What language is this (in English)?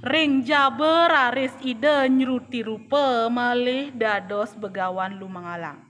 Balinese